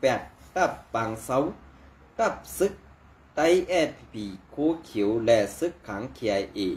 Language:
Shan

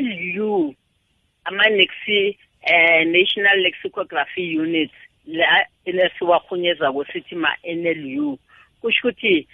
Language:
South Ndebele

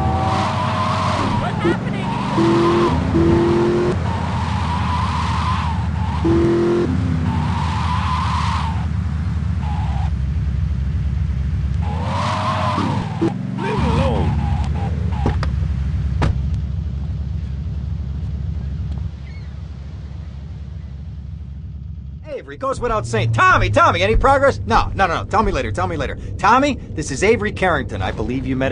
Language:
English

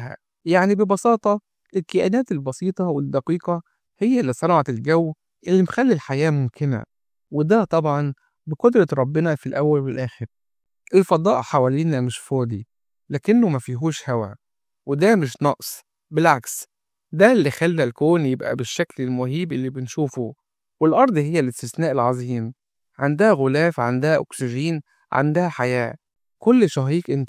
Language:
Egyptian Arabic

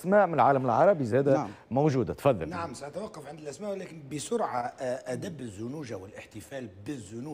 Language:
Tunisian Arabic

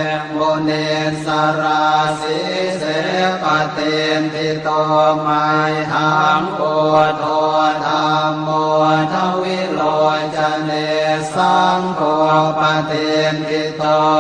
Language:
Pali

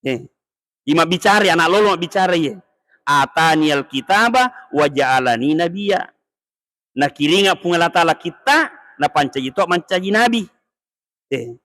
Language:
Buginese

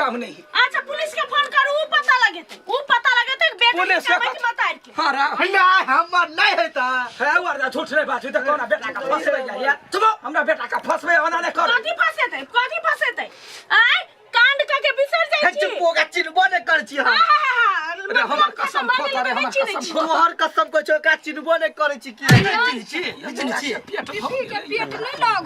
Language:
Maithili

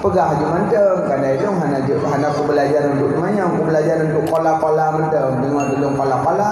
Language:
Achinese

